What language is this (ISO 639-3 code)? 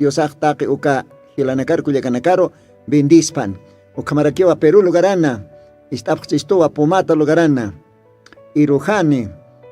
aym